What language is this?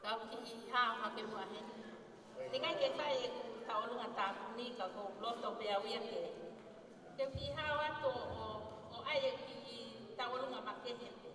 Tongan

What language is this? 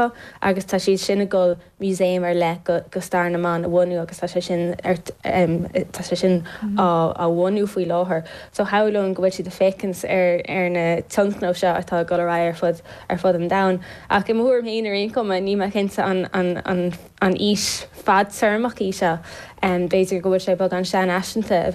Irish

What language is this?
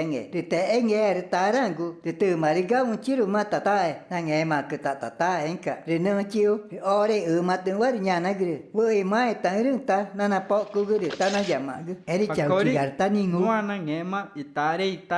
Ticuna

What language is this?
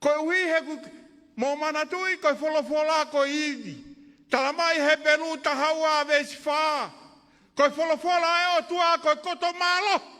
Tongan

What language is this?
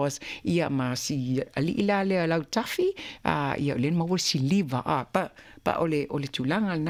Samoan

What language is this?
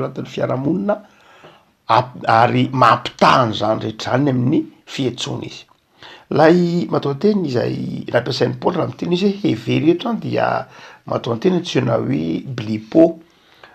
Malagasy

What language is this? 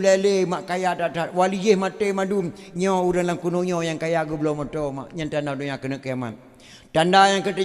Achinese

